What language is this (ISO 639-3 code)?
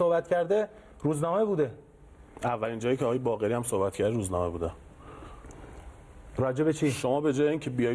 fas